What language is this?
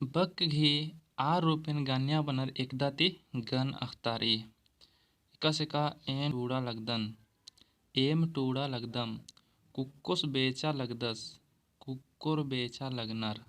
Kurukh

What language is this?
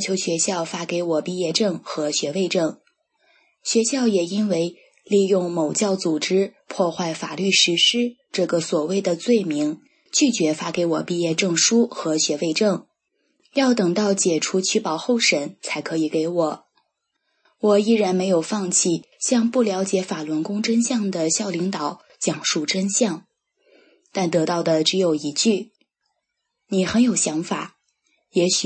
Chinese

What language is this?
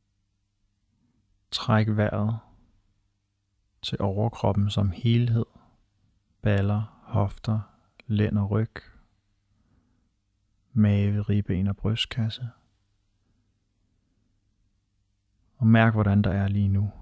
Danish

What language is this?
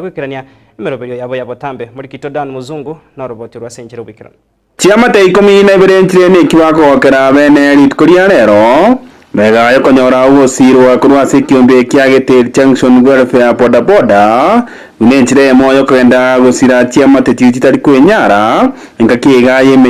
Gusii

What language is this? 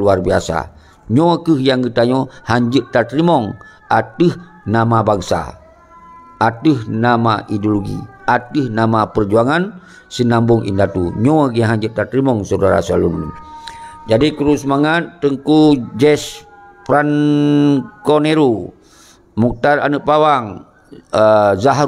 Achinese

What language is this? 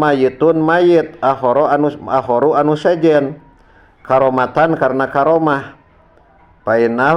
Sundanese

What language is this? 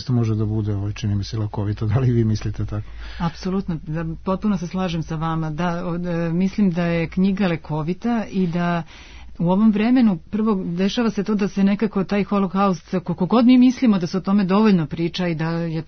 Serbian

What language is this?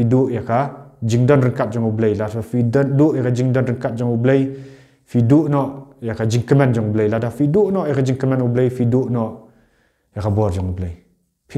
Khasi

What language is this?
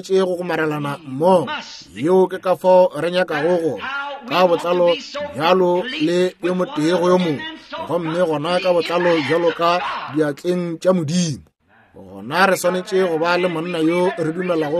Northern Sotho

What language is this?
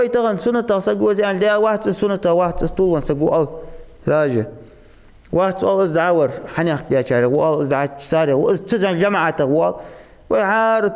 Ingush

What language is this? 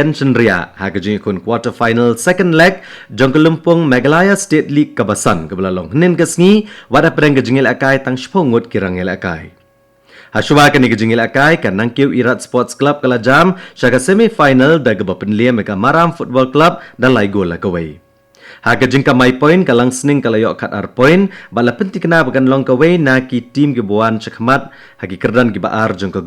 Khasi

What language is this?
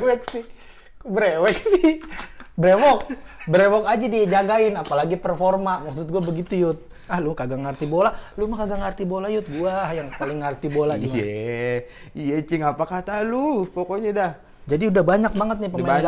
Betawi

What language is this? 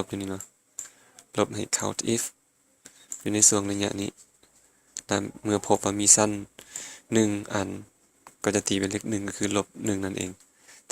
Lao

